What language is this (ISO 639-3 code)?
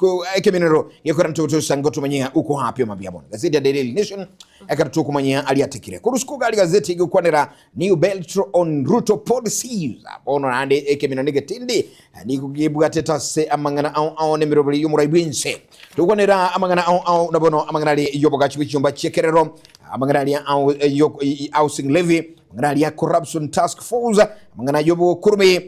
guz